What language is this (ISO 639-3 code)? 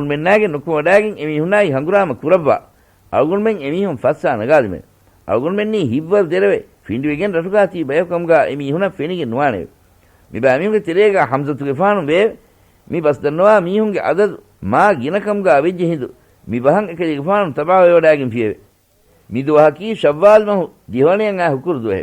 div